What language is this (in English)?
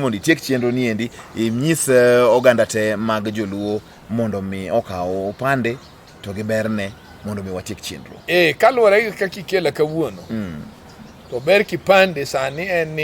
Luo (Kenya and Tanzania)